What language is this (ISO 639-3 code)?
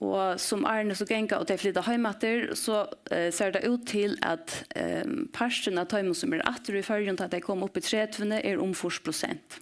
fao